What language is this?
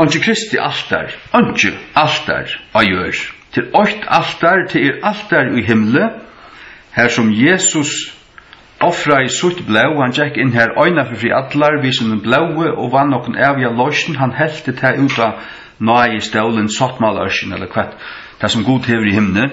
Faroese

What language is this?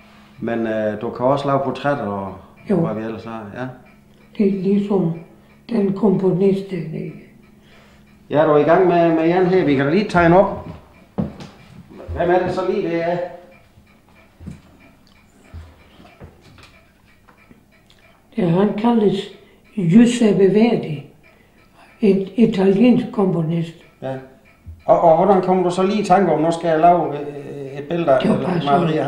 Danish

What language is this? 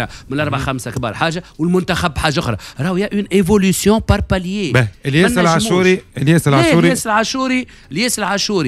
Tunisian Arabic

